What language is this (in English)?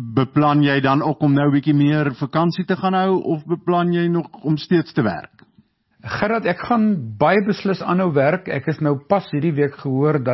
Afrikaans